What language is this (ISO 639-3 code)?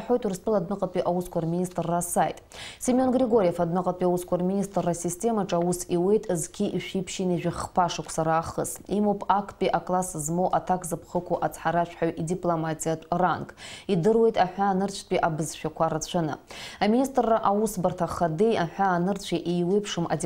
abk